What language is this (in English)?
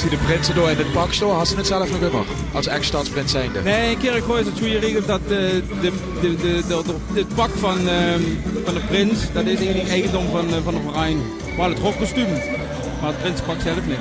Limburgish